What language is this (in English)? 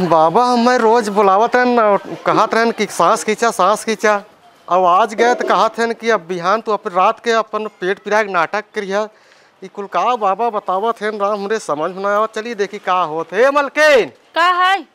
Awadhi